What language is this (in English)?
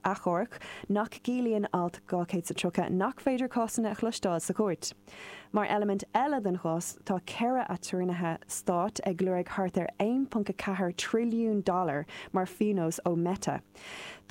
Irish